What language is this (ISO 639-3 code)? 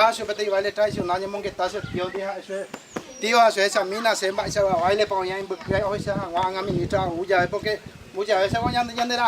grn